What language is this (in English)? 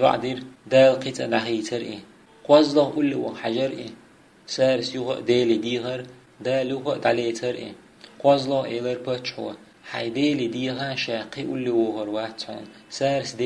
Chechen